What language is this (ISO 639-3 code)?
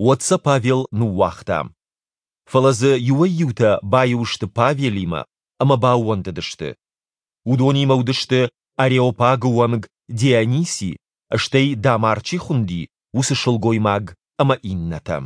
oss